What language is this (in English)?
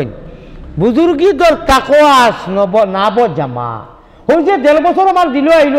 Sylheti